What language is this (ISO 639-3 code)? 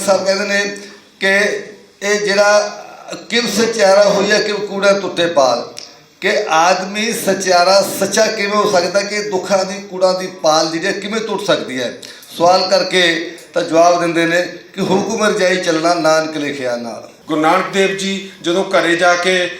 lah